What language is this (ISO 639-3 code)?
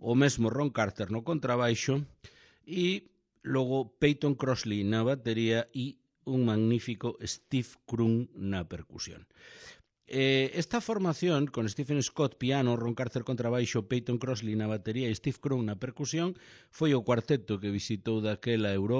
glg